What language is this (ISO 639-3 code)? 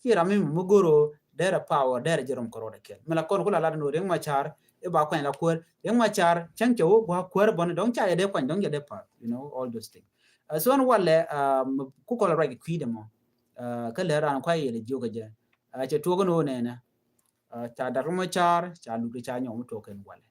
nus